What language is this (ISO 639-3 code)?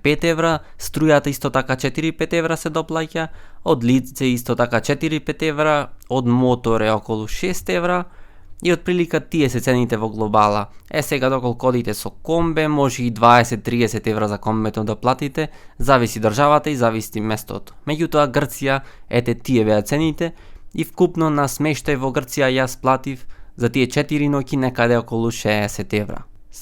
mkd